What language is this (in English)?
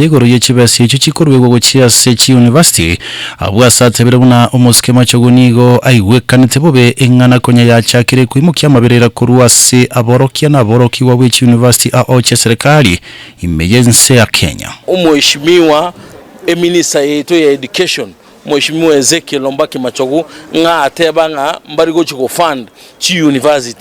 Gusii